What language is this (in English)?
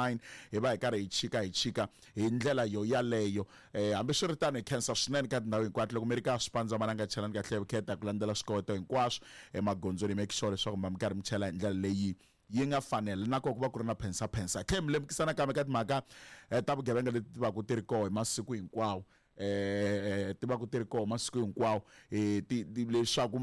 Tsonga